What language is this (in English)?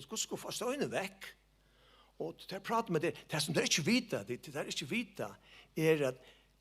Faroese